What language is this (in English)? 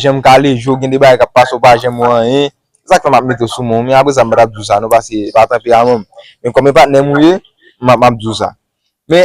Haitian Creole